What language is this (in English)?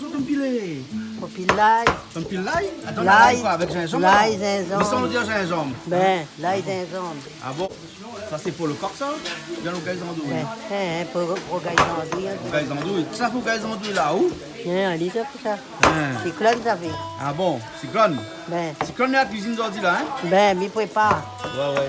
Réunion Creole French